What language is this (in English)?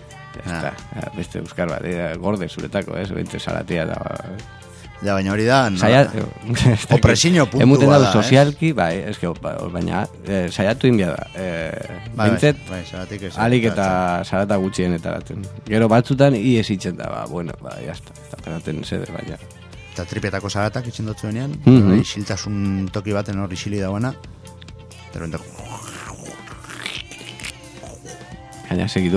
Basque